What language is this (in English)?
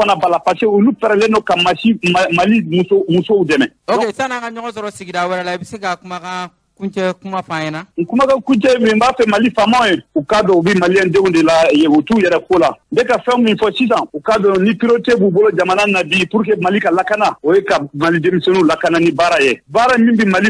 Bambara